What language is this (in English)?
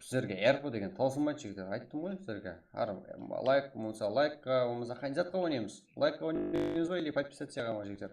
Kara-Kalpak